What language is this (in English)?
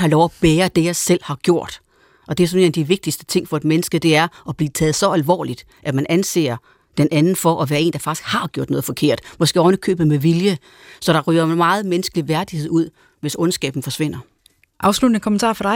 Danish